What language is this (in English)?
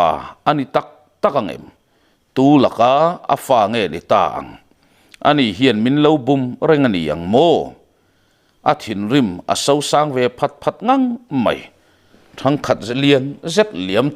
Mizo